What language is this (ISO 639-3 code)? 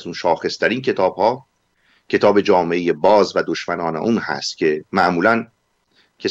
fas